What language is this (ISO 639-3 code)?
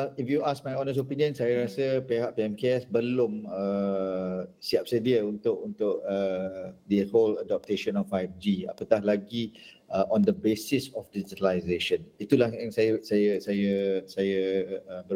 msa